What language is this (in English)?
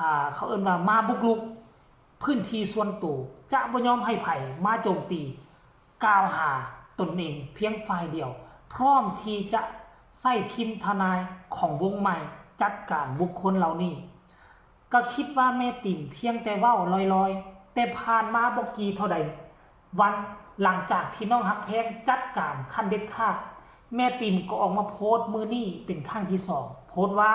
Lao